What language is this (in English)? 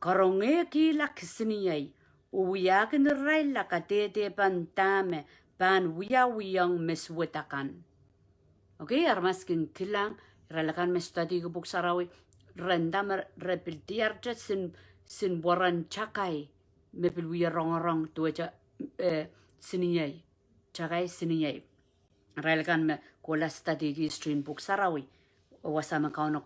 Pohnpeian